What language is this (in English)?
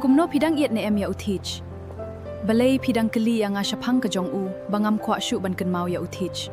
Khasi